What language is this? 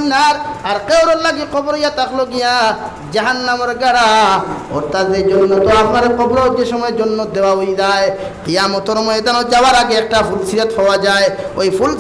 Sylheti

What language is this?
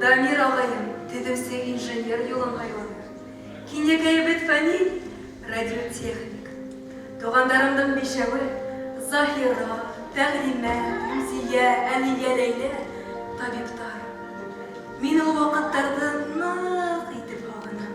Bashkir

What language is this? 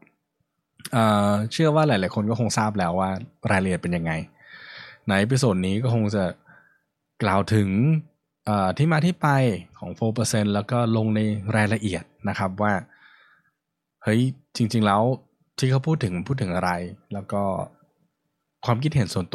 Thai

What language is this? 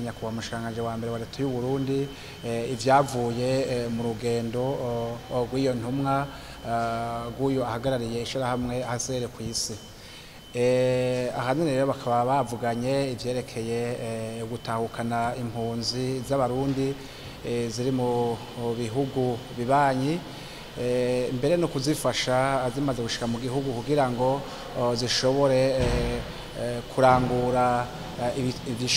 Rundi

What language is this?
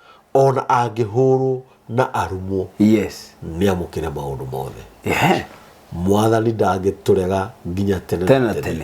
Kikuyu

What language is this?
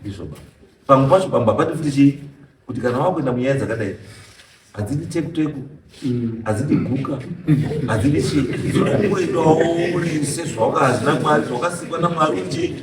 Shona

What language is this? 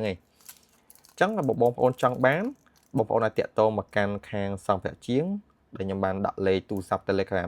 Khmer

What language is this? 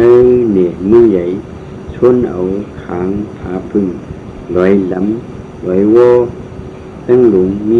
Shan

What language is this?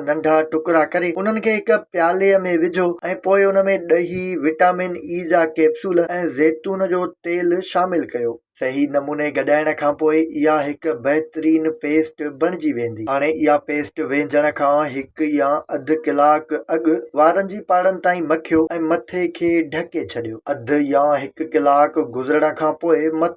Sindhi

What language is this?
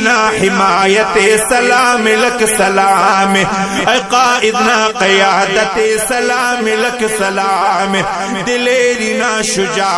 Brahui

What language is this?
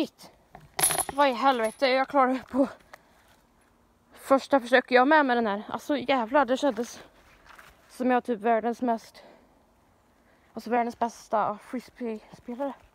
Swedish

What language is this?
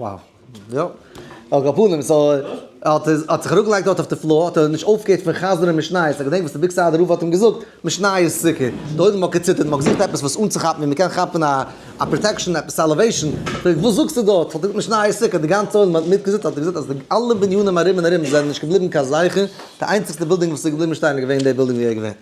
Yiddish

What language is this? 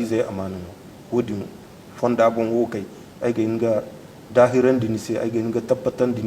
Zarma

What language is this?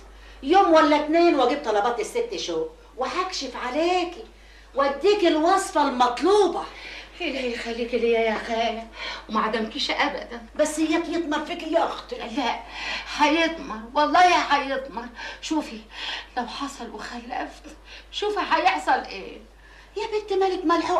Egyptian Arabic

